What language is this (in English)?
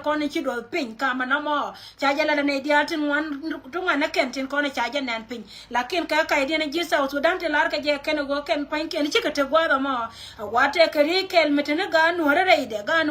Nuer